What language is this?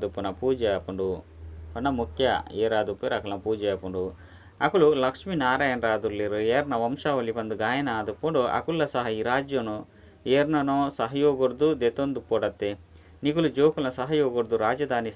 Tulu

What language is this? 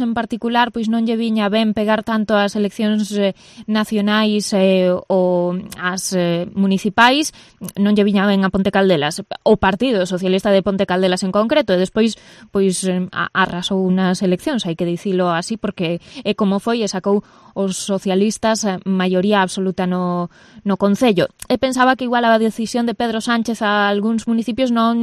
Galician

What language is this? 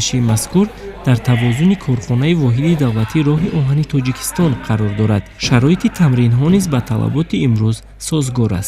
Tajik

